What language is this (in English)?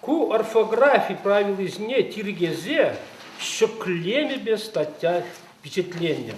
Chuvash